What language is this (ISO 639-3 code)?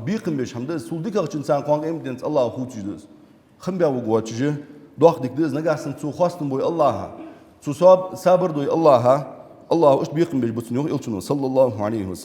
inh